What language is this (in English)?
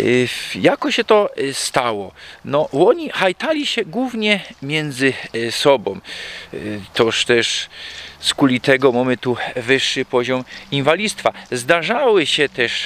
Silesian